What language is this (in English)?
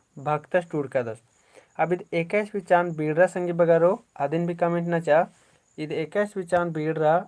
Kurukh